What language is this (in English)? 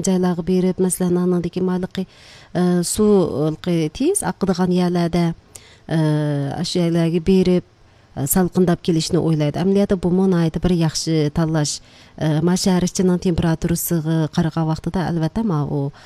Uyghur